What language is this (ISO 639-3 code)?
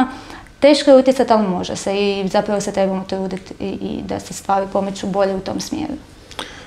hrv